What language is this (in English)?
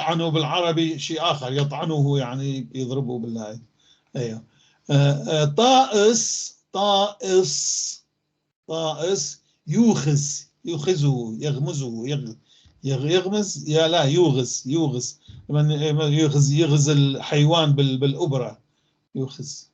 North Levantine Arabic